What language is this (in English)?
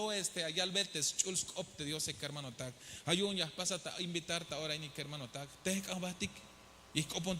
Tzeltal